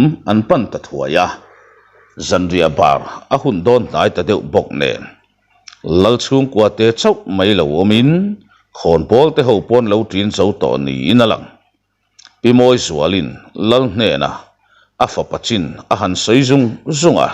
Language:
Mizo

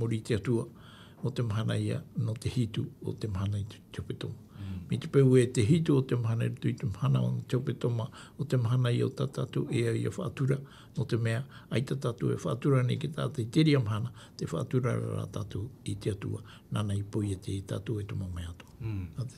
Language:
Tahitian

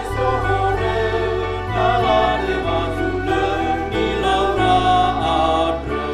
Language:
Nias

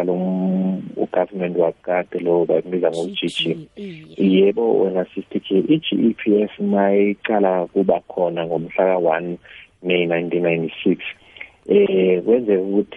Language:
South Ndebele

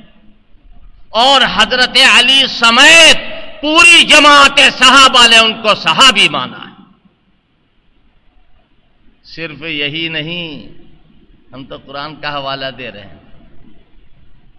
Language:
Urdu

